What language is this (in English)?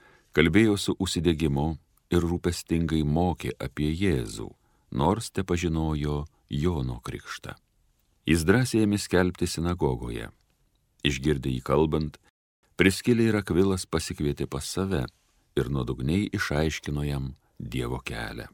Lithuanian